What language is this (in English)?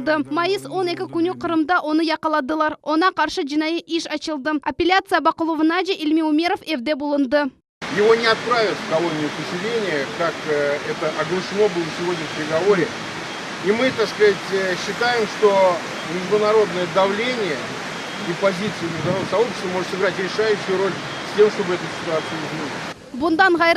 Crimean Tatar